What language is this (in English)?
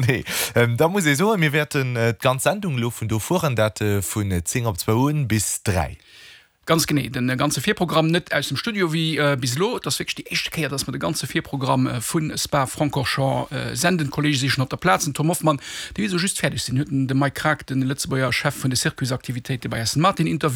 Luxembourgish